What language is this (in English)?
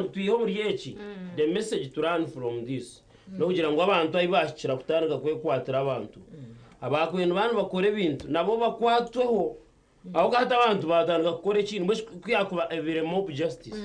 Nyankole